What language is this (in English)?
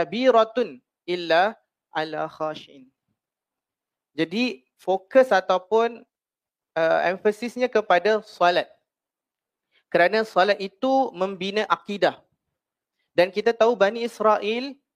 Malay